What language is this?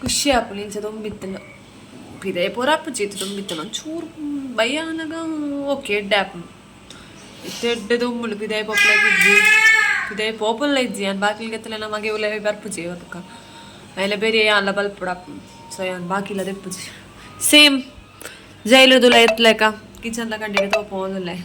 Tulu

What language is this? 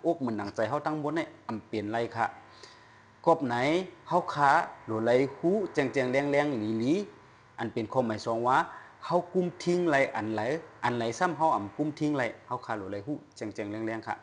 Shan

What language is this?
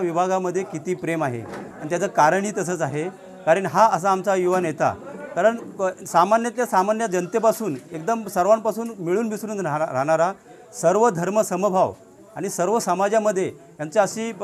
Marathi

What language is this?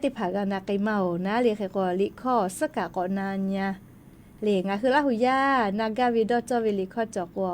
Lahu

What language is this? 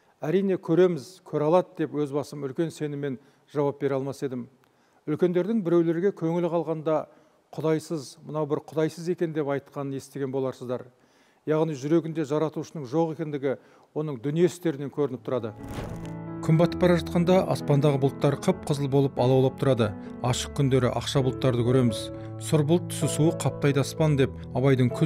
Kazakh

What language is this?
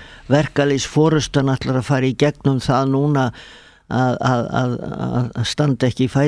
Icelandic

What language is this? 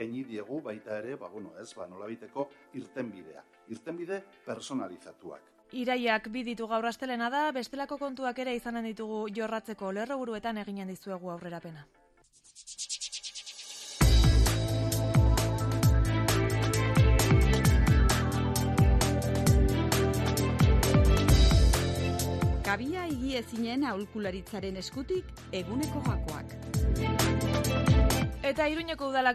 Basque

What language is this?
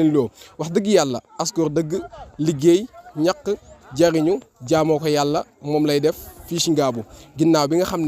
Wolof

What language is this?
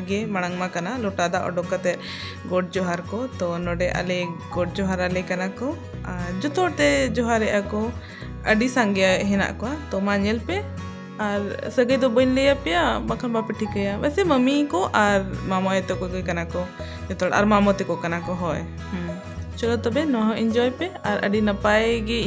Santali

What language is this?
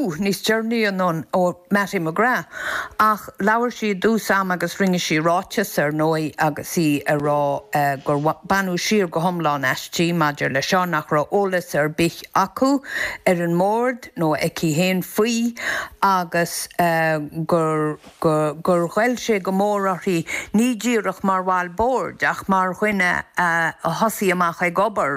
Irish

